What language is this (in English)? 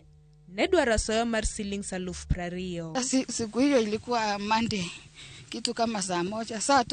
Luo (Kenya and Tanzania)